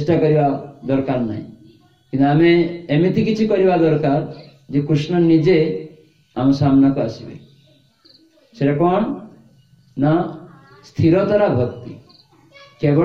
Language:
Odia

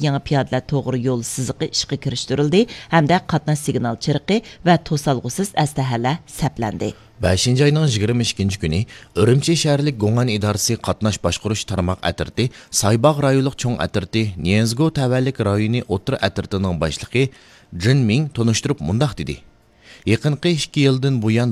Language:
Uyghur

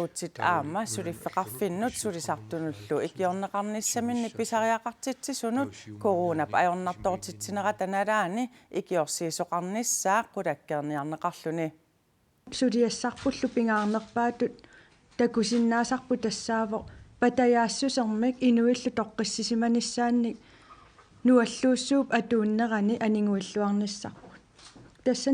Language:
Kalaallisut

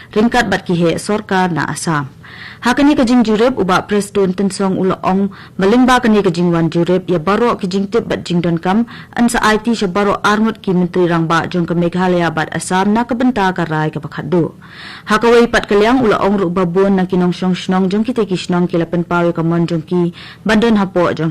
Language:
Khasi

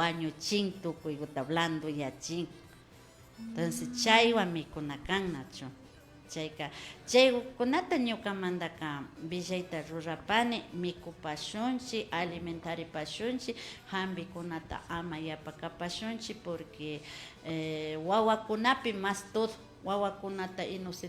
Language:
Imbabura Highland Quichua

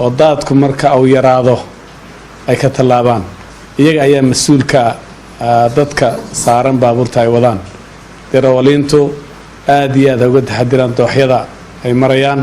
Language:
Somali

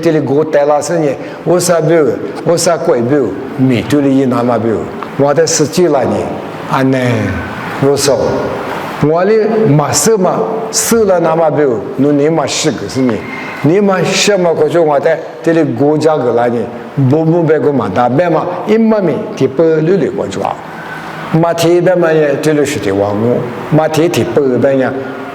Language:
Lisu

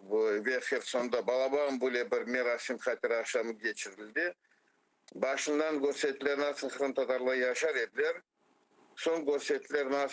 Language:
Crimean Tatar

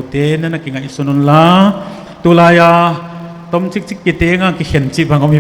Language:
Tedim Chin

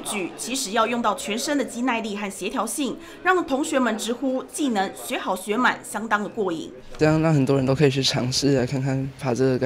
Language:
Chinese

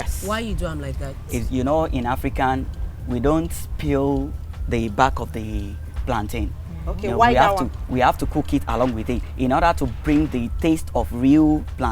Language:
Nigerian Pidgin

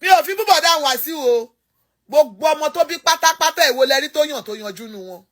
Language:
Yoruba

